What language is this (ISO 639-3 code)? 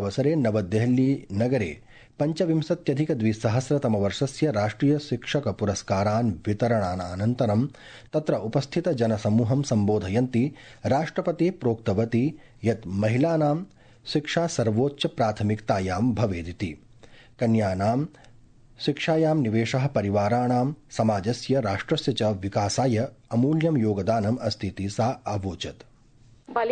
san